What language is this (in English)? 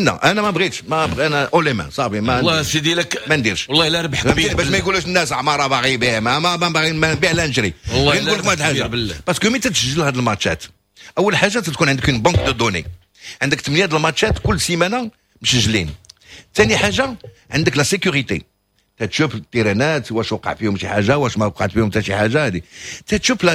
Moroccan Arabic